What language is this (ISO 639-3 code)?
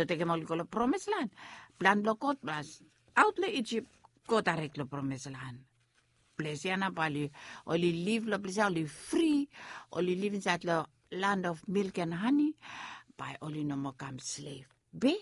bis